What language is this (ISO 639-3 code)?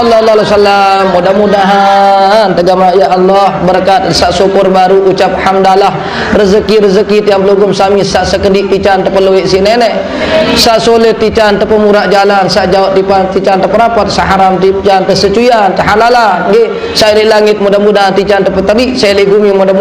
sas